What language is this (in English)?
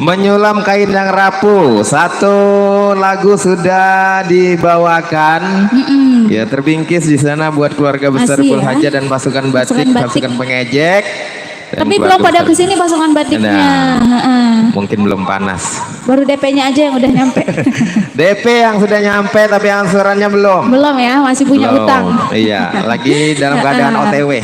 Betawi